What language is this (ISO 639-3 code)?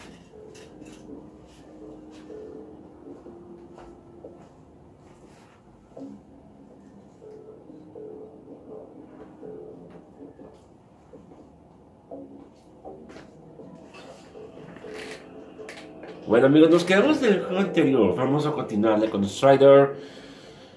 spa